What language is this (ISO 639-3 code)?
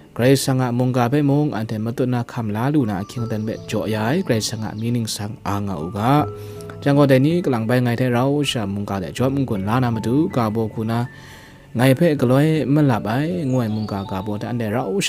kac